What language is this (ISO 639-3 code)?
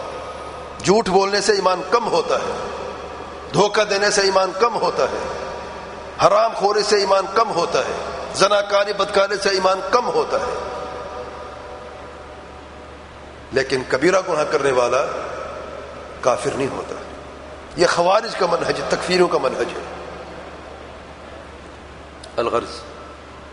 urd